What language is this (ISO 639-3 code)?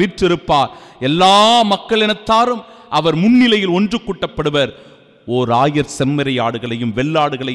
tam